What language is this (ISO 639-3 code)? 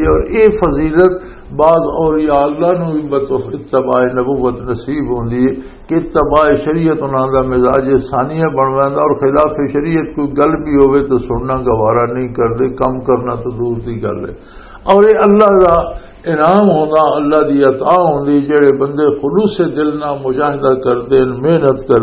lah